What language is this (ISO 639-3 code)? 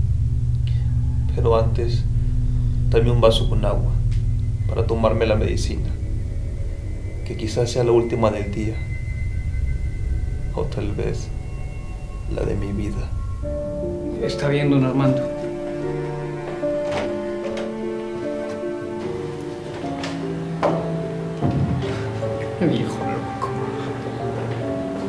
spa